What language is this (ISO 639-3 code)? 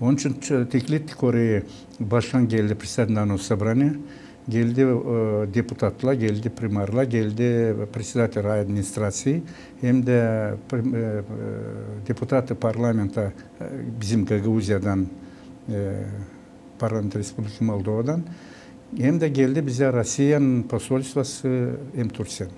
gag